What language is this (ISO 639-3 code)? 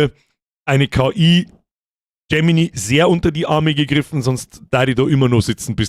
bar